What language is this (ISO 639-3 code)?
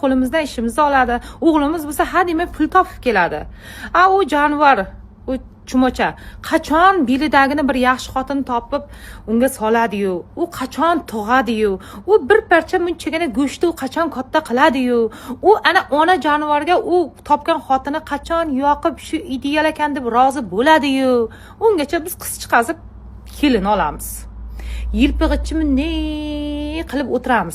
uzb